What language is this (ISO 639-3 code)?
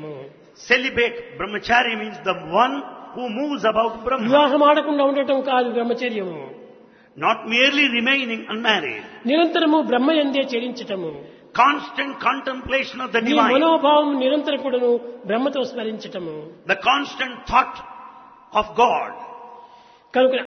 tel